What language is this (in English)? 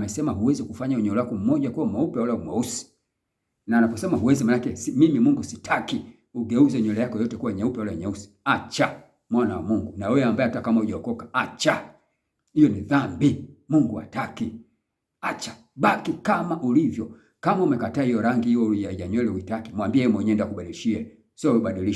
Swahili